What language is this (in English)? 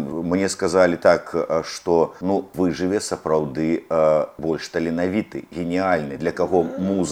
Belarusian